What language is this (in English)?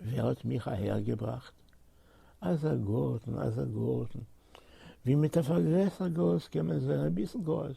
Yiddish